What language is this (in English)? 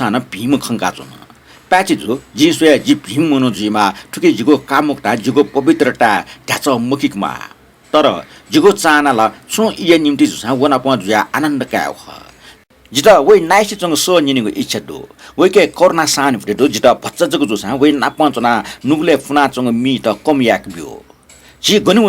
Newari